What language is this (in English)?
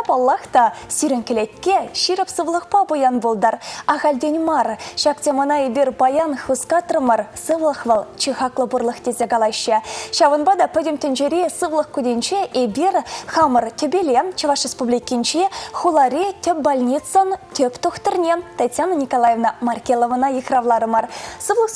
Chuvash